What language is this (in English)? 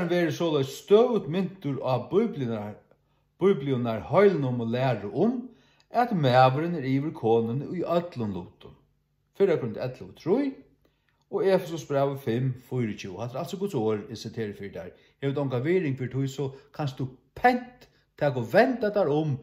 Faroese